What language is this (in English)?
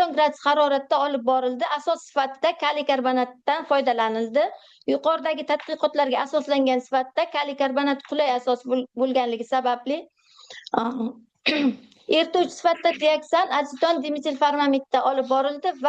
Uzbek